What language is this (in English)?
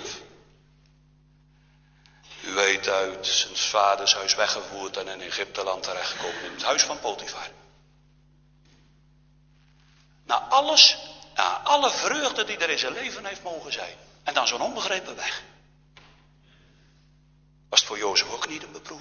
Dutch